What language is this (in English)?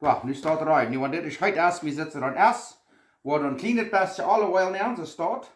Plautdietsch